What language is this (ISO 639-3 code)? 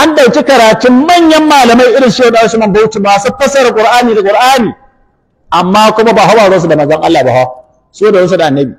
hau